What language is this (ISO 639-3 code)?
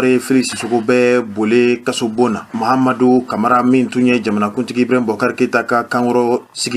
bam